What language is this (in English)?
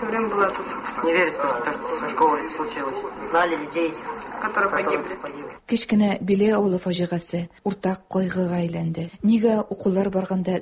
Tatar